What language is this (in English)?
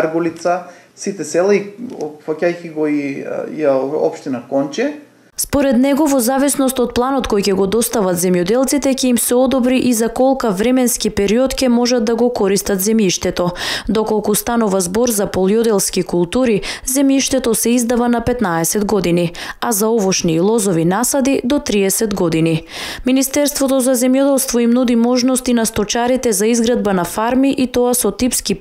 Macedonian